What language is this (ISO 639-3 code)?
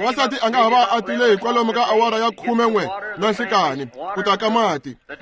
tso